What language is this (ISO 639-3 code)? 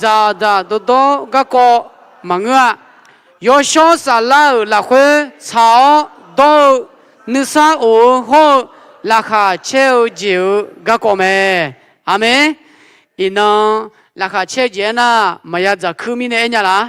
ahk